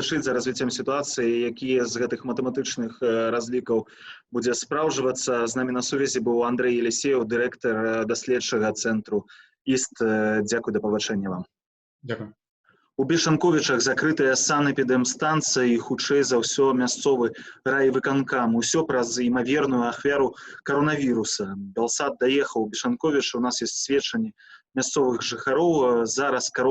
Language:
Belarusian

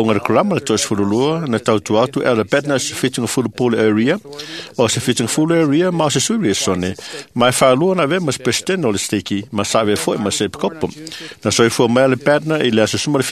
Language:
Samoan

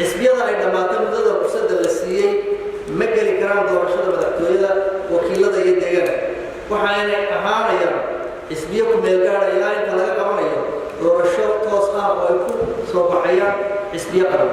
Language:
Somali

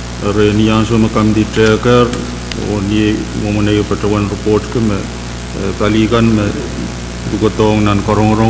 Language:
Pohnpeian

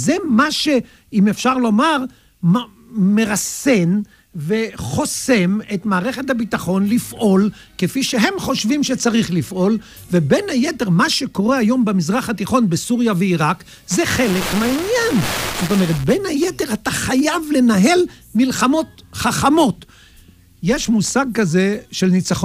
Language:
Hebrew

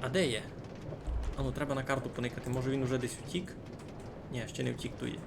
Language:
Rusyn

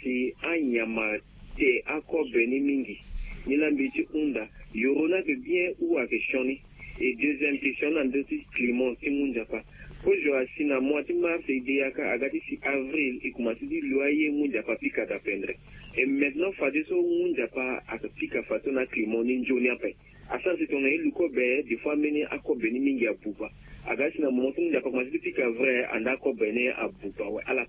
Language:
Sango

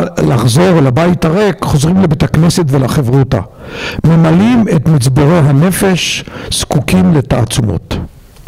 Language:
Hebrew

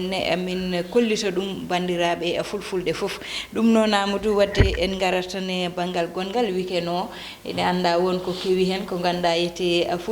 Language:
Fula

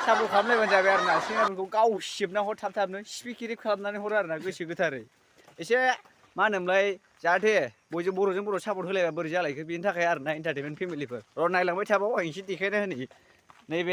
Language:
Bodo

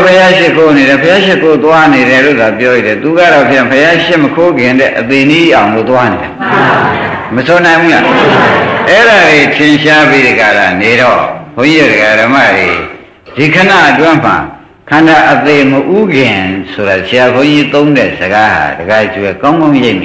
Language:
Burmese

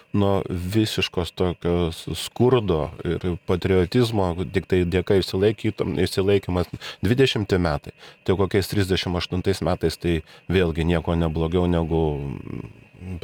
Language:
Lithuanian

